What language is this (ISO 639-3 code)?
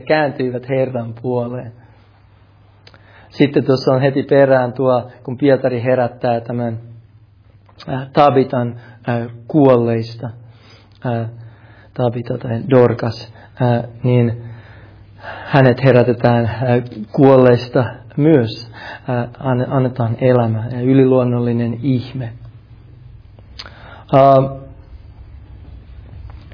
fin